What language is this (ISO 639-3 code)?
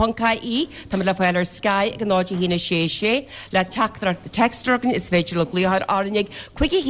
gle